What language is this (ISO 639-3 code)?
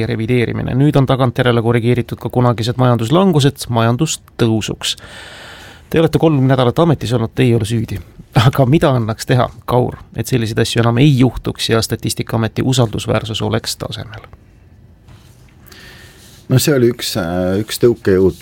est